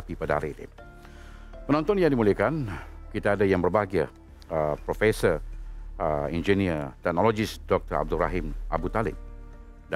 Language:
Malay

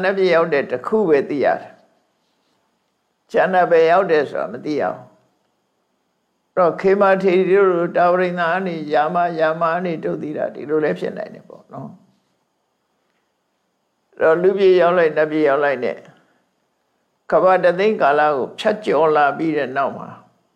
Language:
Burmese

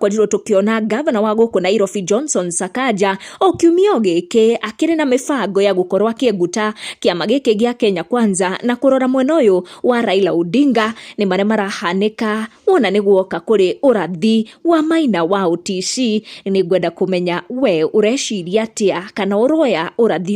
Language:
Kikuyu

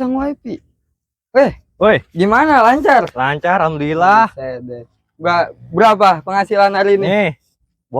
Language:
Betawi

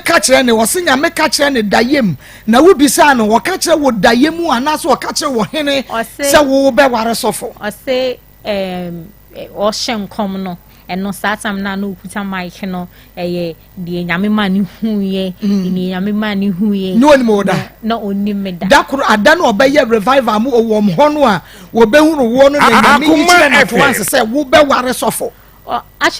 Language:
Akan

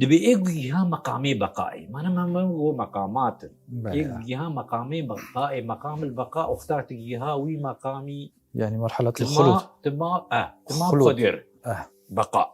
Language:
Kurdish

